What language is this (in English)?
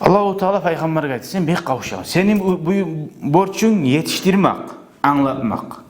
Kumyk